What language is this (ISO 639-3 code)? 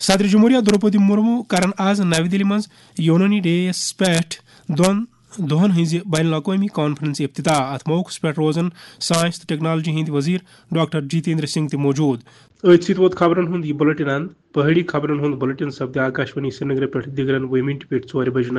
kas